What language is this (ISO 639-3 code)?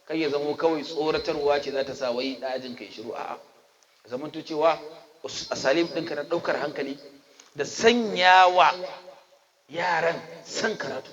hau